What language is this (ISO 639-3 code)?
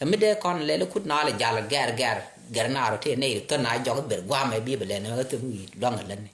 nus